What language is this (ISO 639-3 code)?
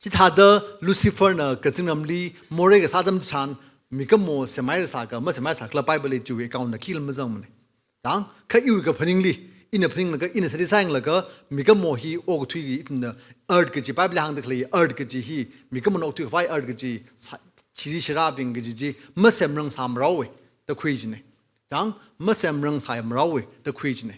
nmf